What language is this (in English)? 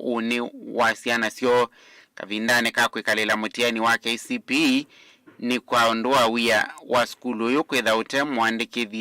Kamba